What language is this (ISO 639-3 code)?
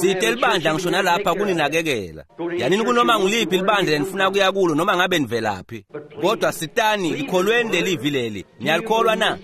ssw